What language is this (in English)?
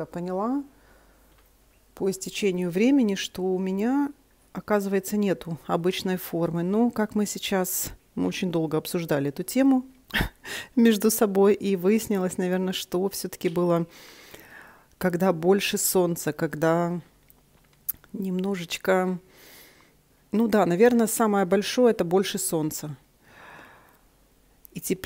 Russian